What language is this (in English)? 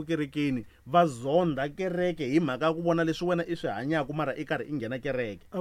Tsonga